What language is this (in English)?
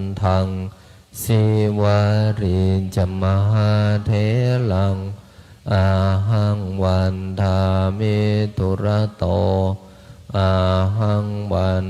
Pali